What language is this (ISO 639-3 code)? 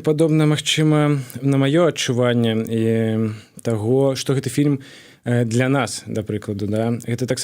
bel